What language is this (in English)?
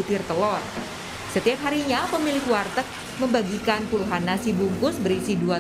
Indonesian